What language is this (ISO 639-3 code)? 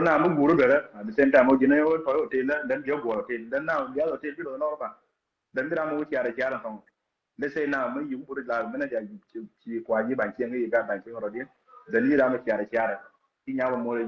nus